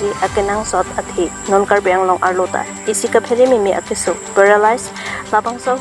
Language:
Karbi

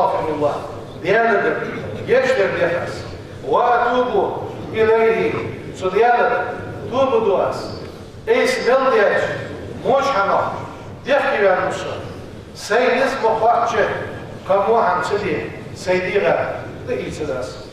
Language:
Ingush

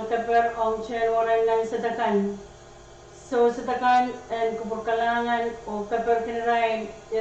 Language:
Pohnpeian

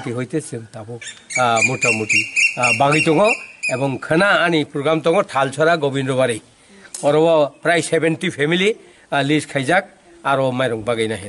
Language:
Kok Borok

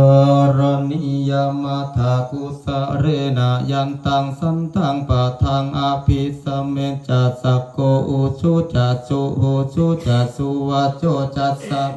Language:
Pali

